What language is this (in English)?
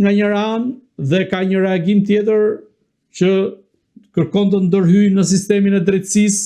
Albanian